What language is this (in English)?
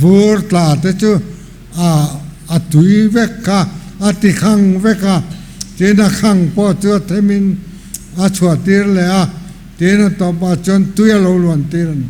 Mizo